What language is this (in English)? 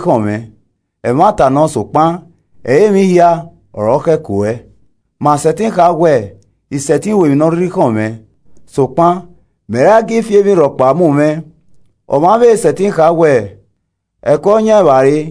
Esan